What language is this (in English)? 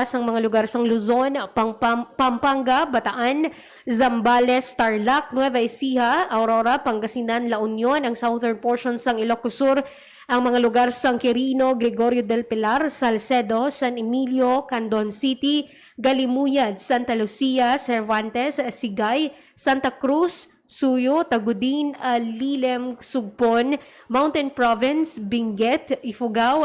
Hiligaynon